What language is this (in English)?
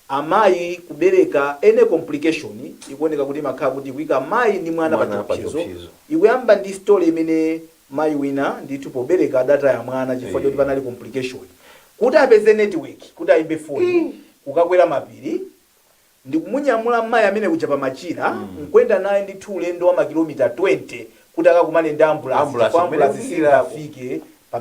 Nyanja